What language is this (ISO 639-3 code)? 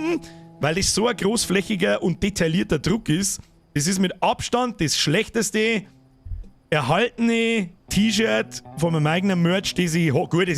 bar